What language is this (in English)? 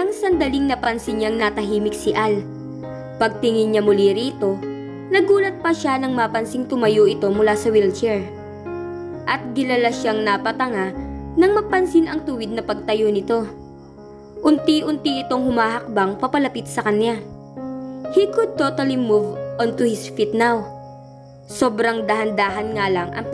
Filipino